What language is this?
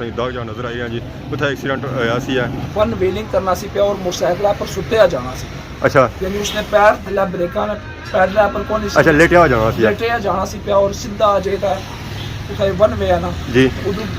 Pahari-Potwari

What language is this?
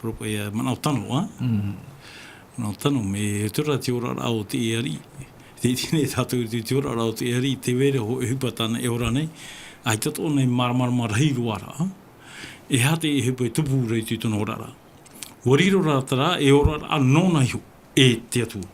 Tahitian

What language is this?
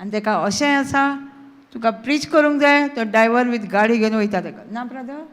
Konkani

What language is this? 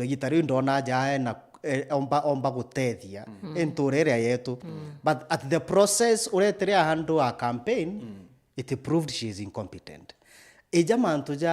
Meru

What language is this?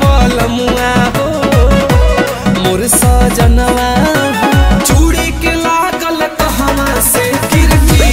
Bhojpuri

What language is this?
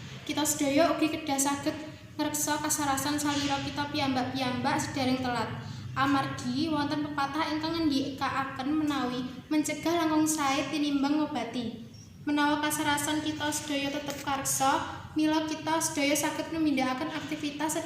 Javanese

